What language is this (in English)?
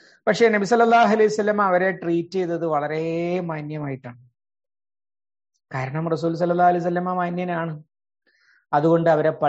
Malayalam